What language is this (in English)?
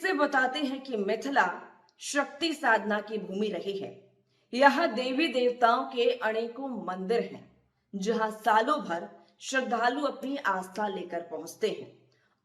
Maithili